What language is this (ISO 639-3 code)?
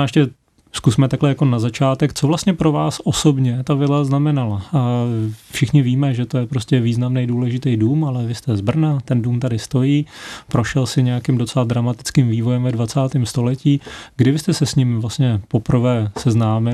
ces